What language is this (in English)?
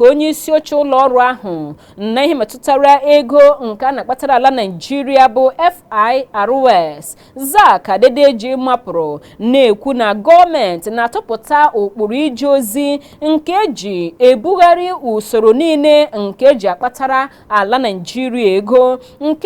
Igbo